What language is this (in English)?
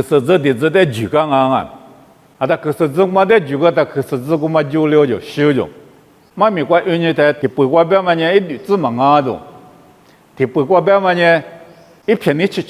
Lisu